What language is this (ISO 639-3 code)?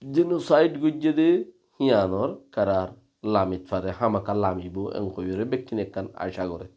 rhg